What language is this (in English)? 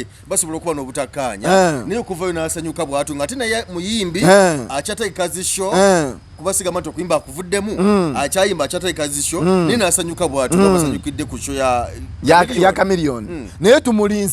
Ganda